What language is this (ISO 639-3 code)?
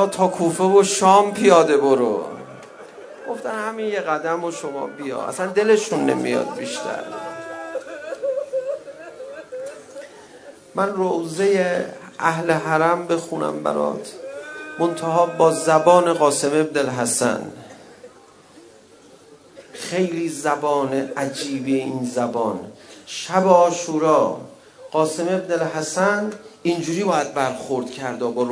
fas